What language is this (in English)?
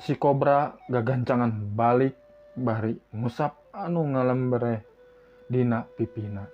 Sundanese